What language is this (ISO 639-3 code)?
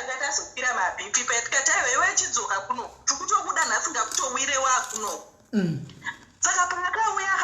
sna